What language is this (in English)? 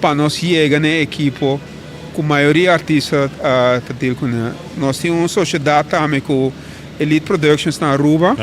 Papiamento